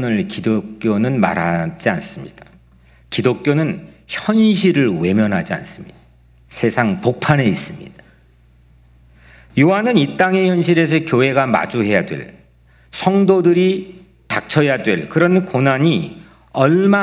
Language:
Korean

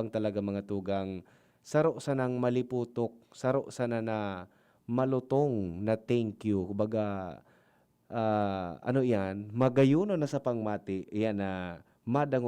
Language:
Bikol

